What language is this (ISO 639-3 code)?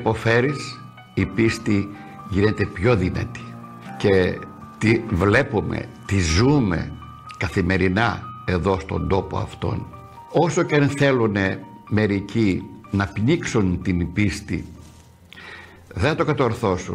ell